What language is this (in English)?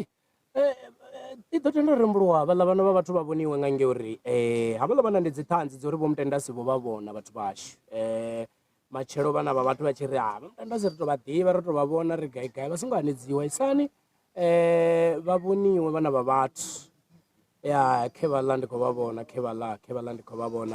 Venda